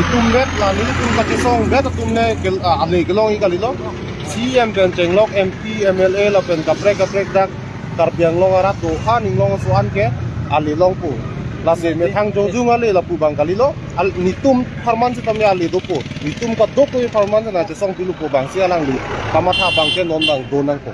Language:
Karbi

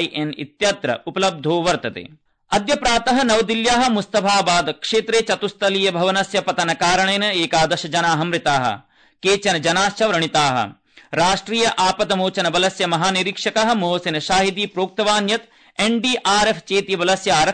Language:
Sanskrit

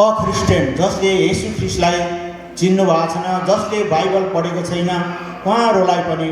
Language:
Nepali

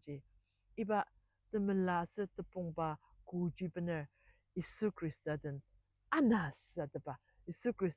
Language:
Ao Naga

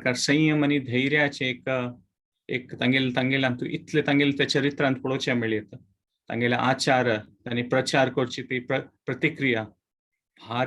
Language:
Konkani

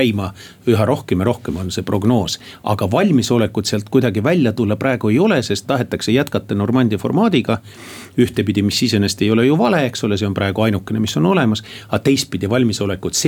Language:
Estonian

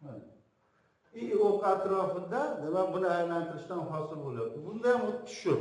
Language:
Uzbek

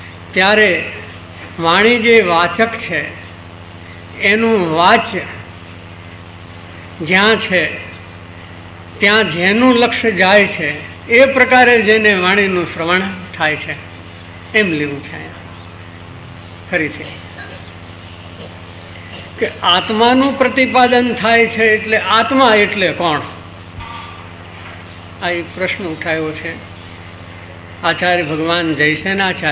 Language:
Gujarati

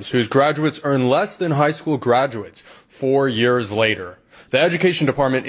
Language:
English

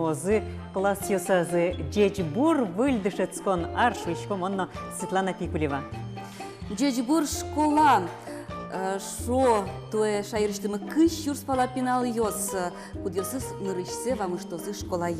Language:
Udmurt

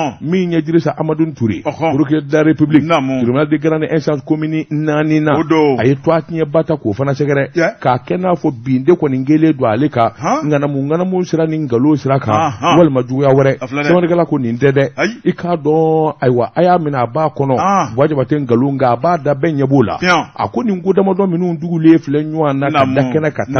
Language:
Bambara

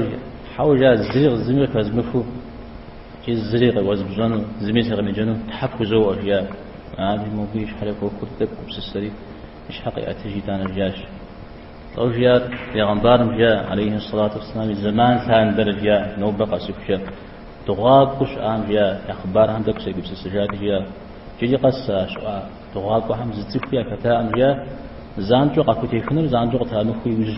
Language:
Kabardian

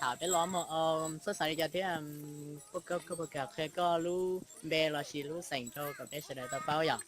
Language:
Hmong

